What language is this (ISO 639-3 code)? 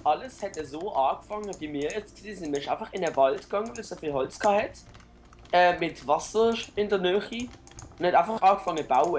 gsw